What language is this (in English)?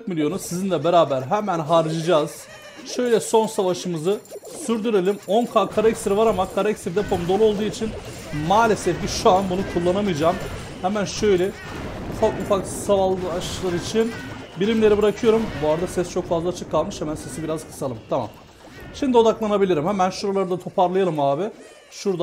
Turkish